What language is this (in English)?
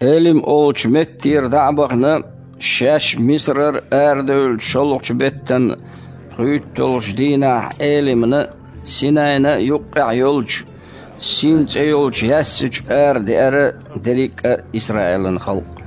Chechen